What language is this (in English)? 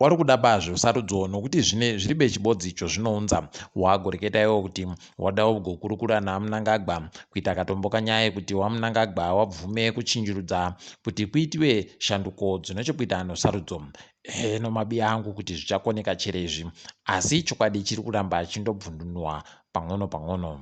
Ndau